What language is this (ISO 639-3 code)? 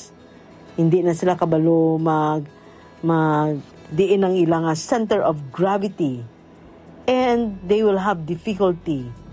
hil